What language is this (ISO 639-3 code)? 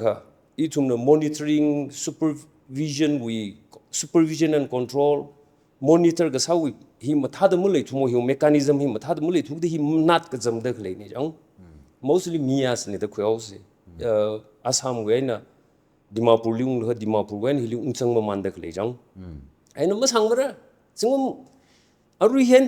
nmf